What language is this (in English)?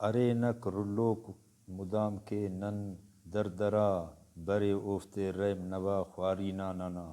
Brahui